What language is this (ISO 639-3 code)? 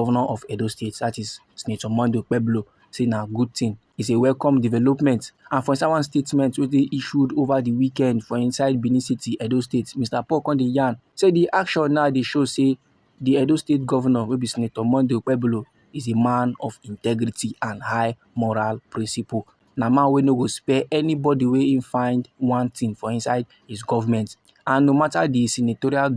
pcm